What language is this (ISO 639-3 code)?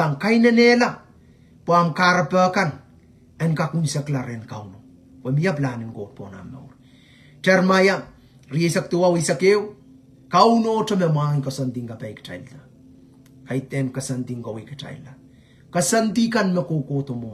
pon